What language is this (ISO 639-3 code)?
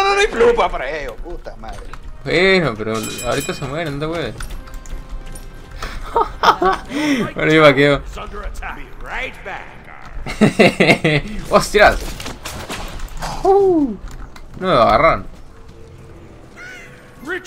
spa